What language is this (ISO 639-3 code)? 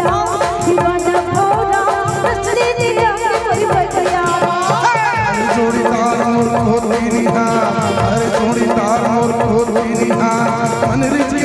hne